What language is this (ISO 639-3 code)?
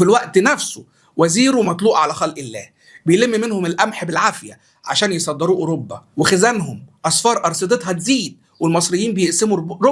arz